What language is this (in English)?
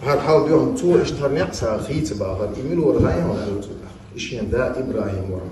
Chechen